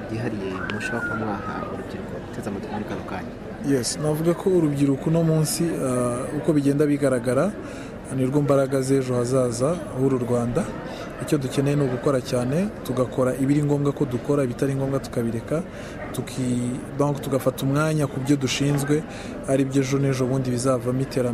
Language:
Kinyarwanda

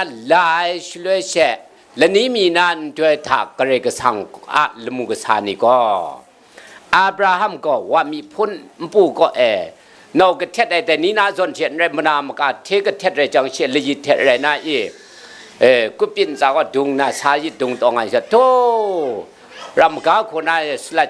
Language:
Kachin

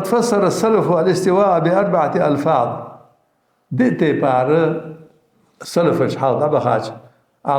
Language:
Ingush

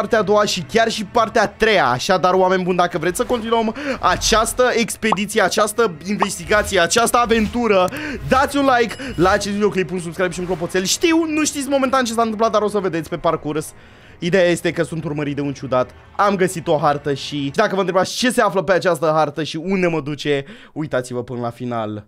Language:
Romanian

